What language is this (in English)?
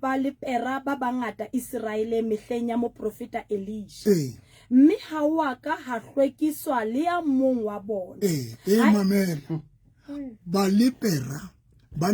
Southern Sotho